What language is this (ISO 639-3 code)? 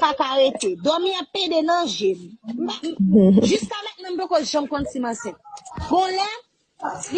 hat